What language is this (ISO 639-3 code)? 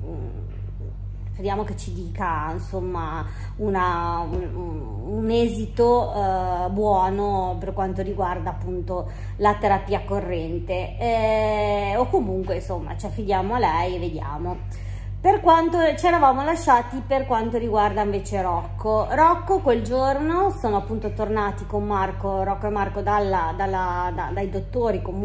ita